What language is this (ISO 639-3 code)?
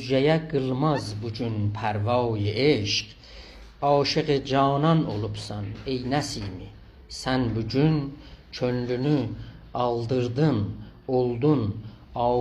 azb